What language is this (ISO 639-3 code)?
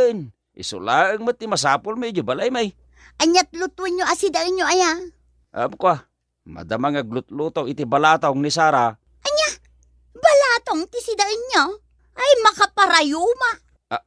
ilo